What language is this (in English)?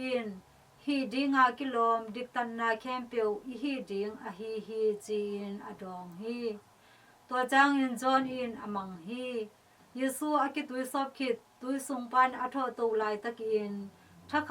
Tedim Chin